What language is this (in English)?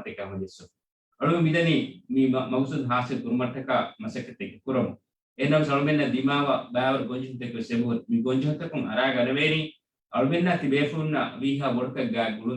Divehi